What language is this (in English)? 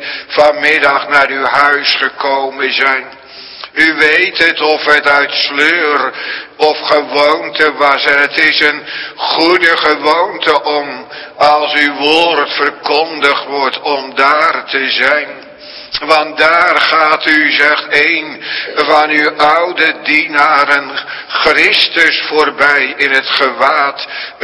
Dutch